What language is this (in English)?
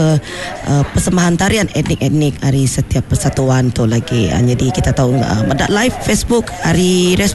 Iban